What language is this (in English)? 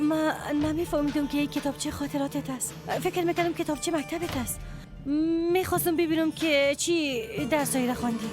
Persian